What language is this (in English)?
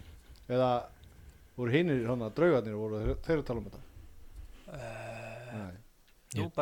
Icelandic